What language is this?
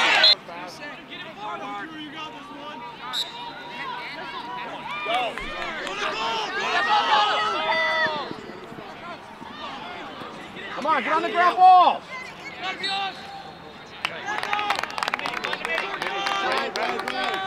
English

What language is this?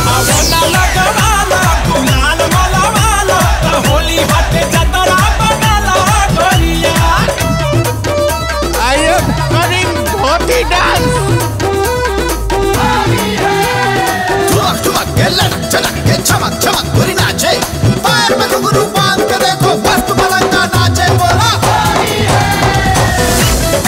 Bhojpuri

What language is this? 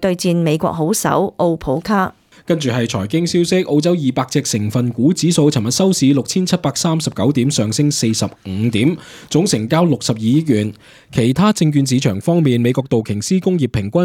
Cantonese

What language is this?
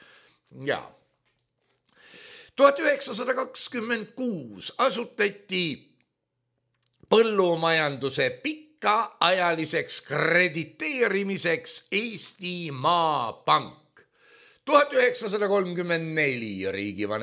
Estonian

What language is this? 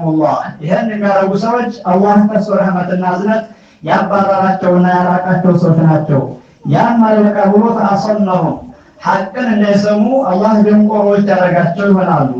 Amharic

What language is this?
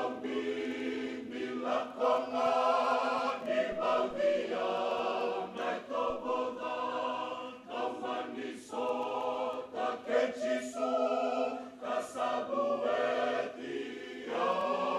Fijian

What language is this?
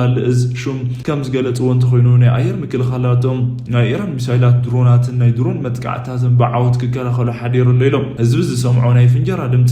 Tigrinya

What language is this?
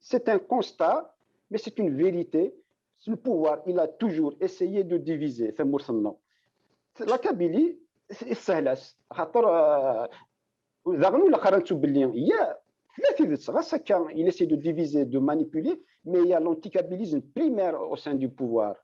Kabyle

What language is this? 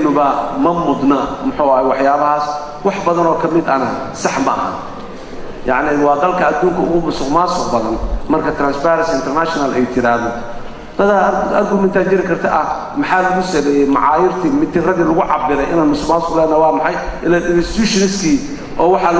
Somali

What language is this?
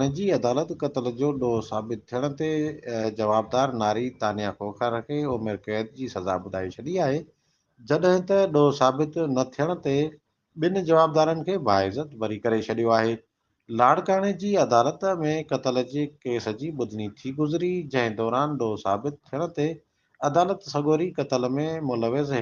Sindhi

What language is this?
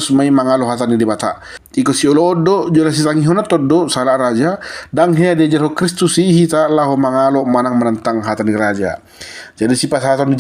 Batak Toba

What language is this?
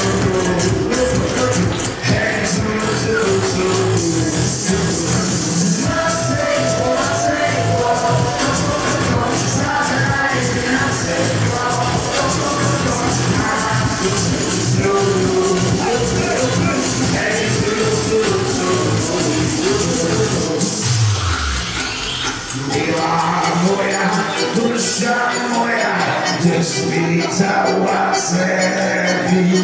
Slovak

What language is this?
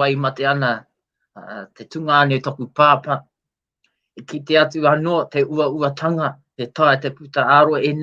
Māori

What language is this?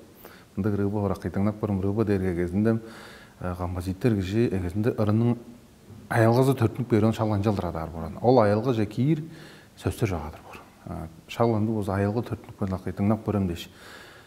Tuvinian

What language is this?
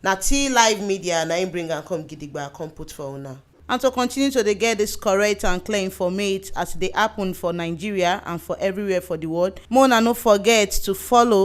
Nigerian Pidgin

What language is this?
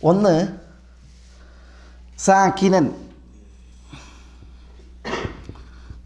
Malayalam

